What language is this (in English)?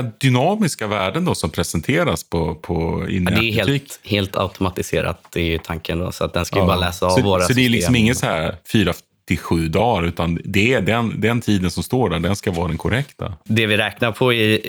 Swedish